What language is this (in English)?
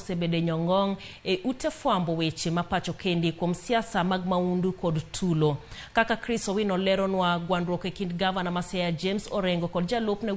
Luo (Kenya and Tanzania)